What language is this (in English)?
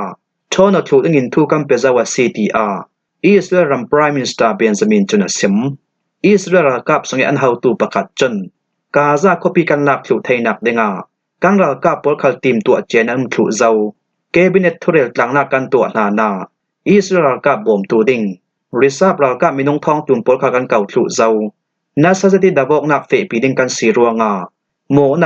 Falam Chin